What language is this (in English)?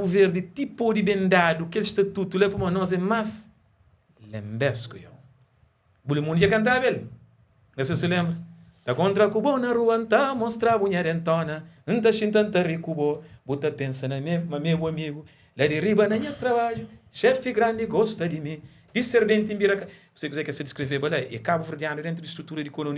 Kabuverdianu